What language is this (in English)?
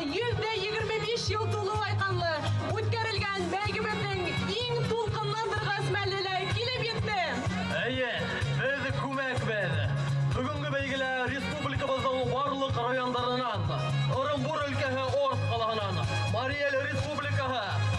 Bashkir